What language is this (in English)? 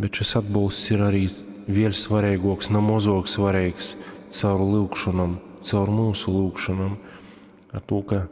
Latgalian